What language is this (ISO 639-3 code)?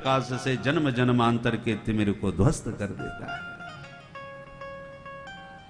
hin